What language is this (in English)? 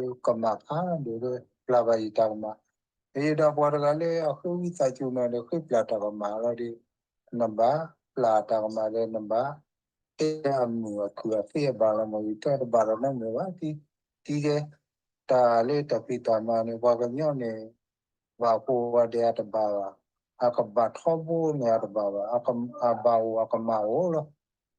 S'gaw Karen